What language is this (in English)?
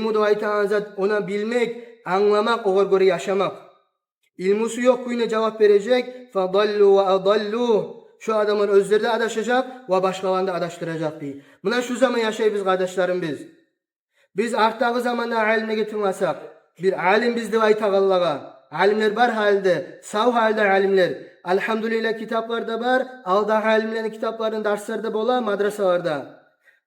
Kumyk